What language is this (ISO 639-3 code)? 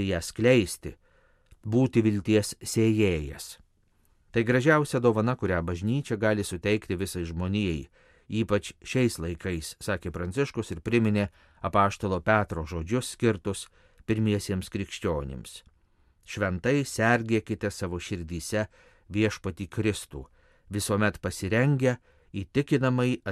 lit